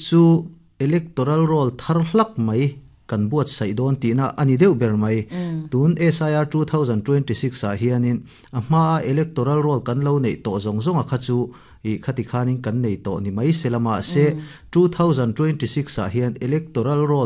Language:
Mizo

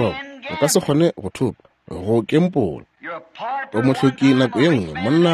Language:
Northern Sotho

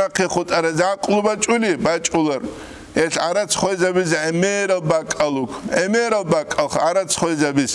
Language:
Avaric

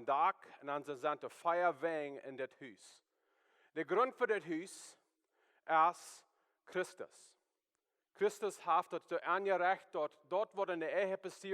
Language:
Plautdietsch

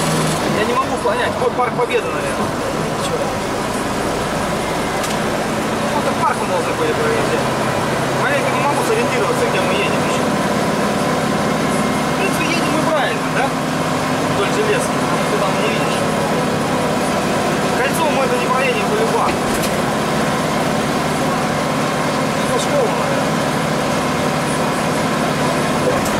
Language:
Russian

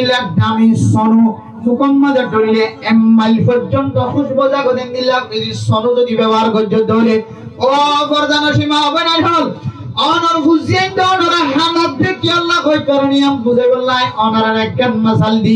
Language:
Rohingya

